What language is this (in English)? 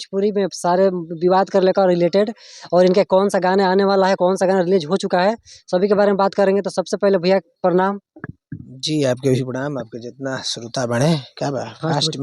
Bhojpuri